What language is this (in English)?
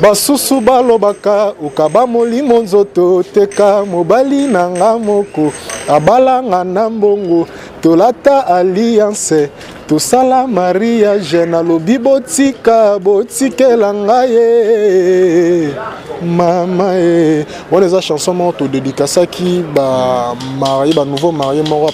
Lingala